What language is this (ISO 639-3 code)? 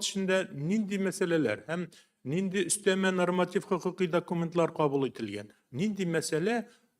tat